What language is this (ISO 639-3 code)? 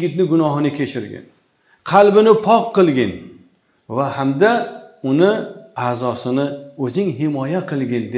uzb